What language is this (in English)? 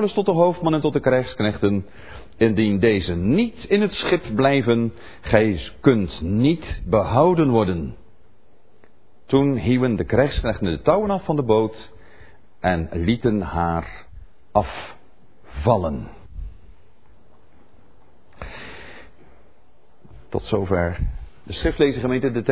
Dutch